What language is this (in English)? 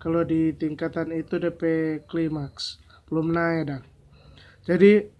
Manado Malay